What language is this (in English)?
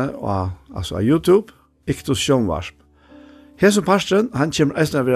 Faroese